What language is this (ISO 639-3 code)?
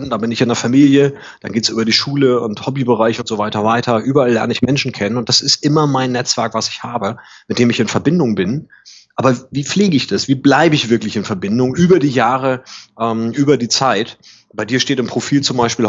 deu